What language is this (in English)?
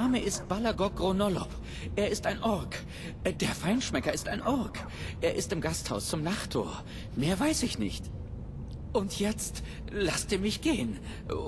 Bavarian